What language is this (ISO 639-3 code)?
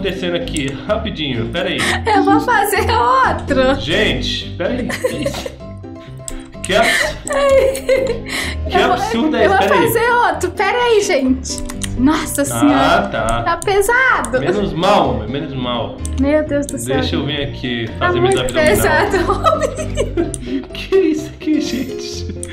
por